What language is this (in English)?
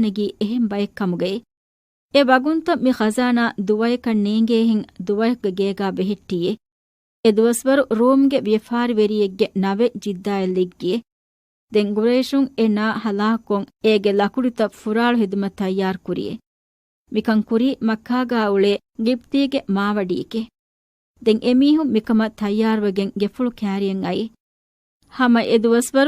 Divehi